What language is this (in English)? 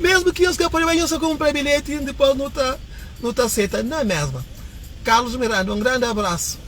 Kabuverdianu